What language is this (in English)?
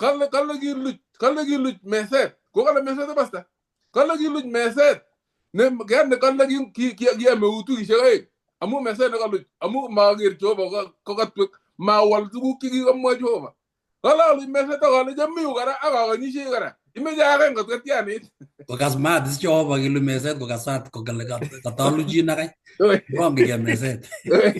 Kalenjin